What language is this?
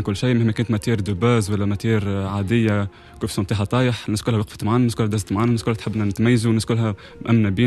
Tunisian Arabic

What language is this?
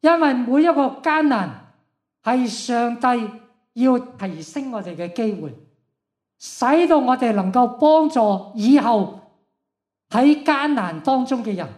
Cantonese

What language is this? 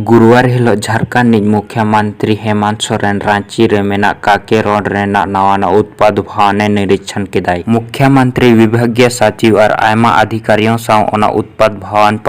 Santali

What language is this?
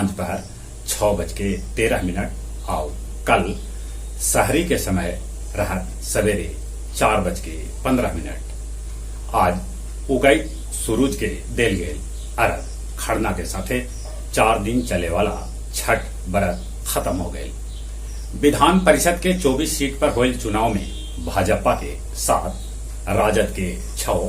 Magahi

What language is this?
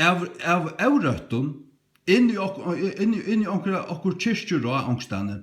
Faroese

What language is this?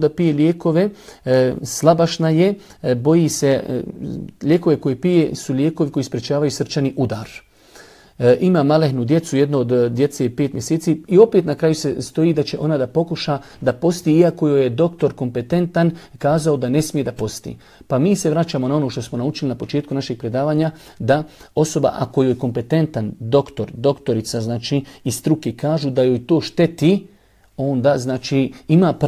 Bosnian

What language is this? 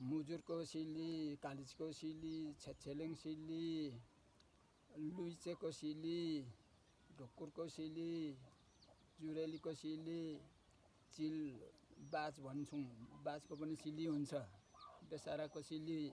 Nepali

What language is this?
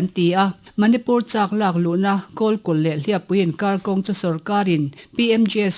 Mizo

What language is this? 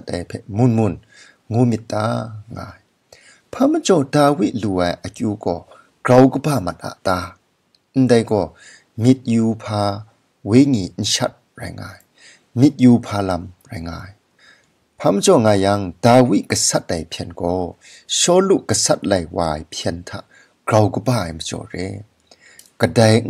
Kachin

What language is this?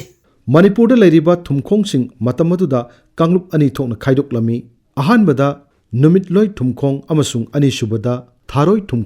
Manipuri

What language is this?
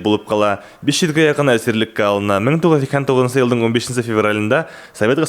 Bashkir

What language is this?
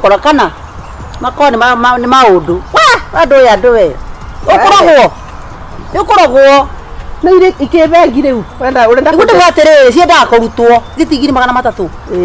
Kikuyu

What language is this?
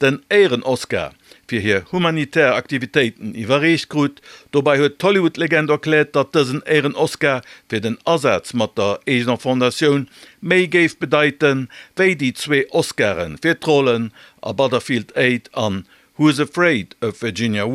Luxembourgish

